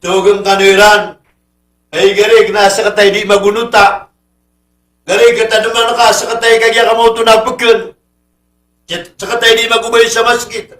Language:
Maranao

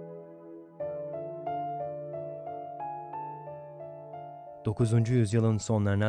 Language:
Turkish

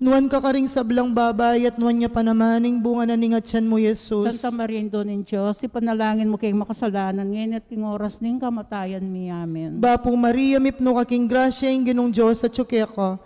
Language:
Pampanga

